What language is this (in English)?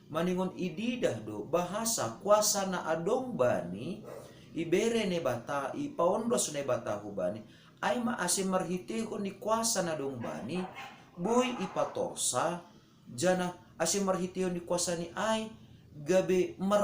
Batak Simalungun